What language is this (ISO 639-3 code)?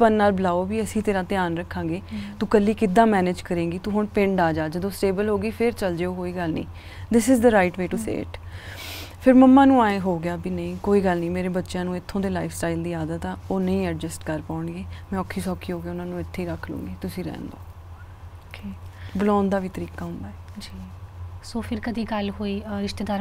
pan